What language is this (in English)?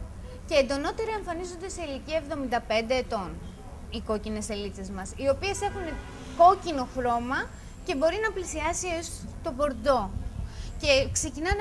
Greek